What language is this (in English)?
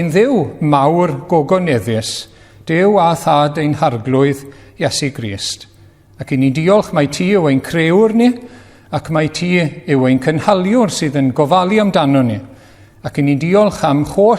Welsh